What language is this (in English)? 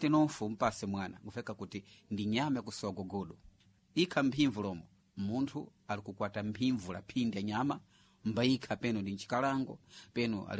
Sena